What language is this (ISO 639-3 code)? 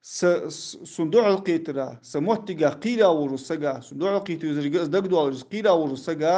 inh